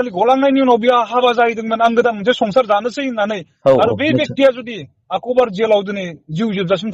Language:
Bodo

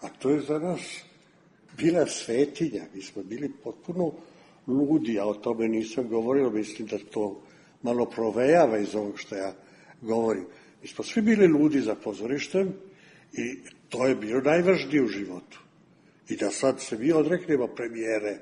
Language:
Serbian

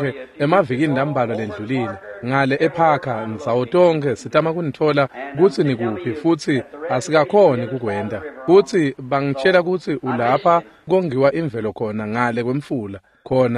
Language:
Swati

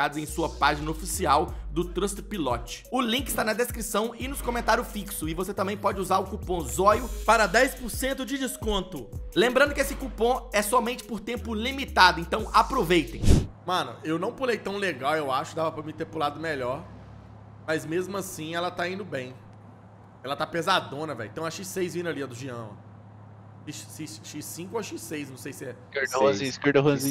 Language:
Portuguese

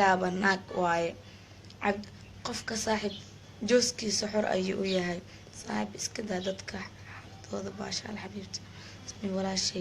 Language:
Somali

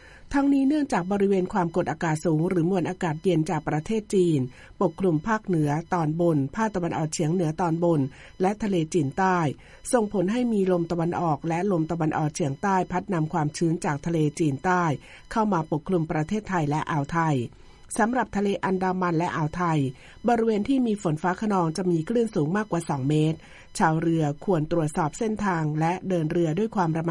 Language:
Thai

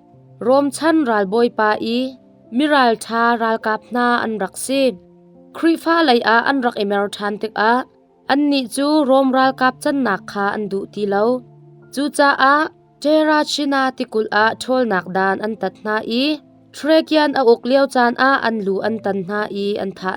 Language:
Hakha Chin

